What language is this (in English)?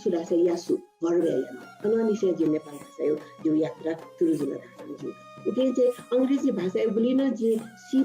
Newari